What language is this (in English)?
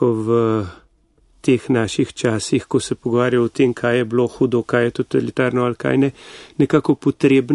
Slovenian